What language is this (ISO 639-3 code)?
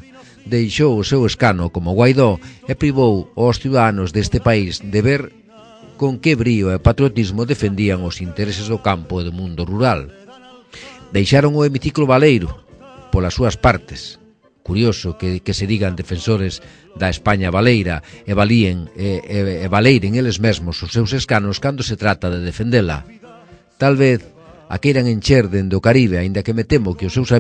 glg